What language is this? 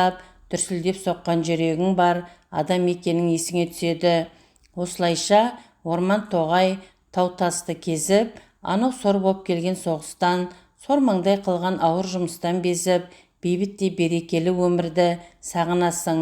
Kazakh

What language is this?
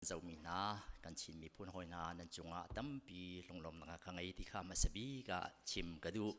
Hakha Chin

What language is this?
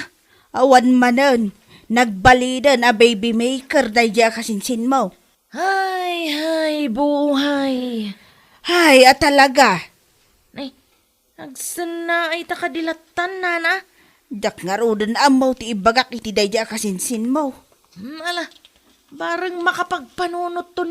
Iloko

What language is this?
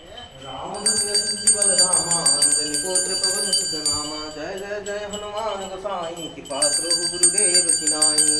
Maithili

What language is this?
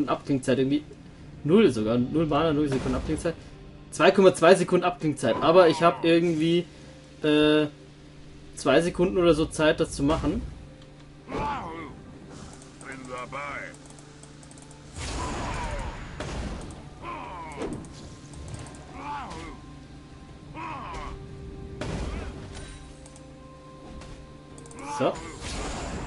German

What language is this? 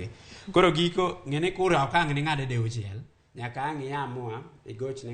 Luo (Kenya and Tanzania)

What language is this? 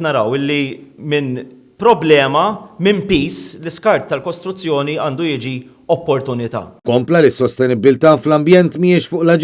Maltese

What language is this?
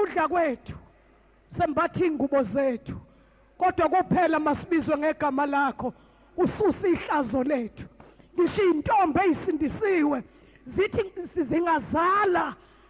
Zulu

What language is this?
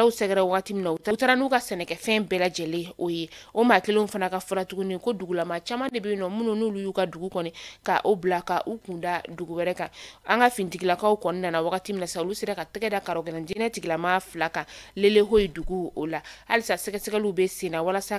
Bambara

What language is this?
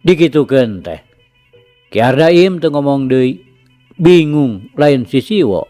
Sundanese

